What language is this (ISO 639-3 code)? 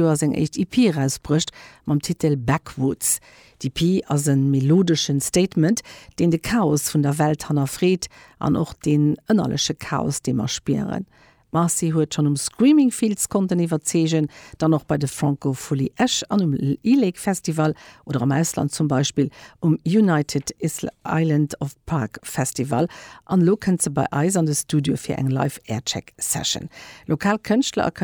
ltz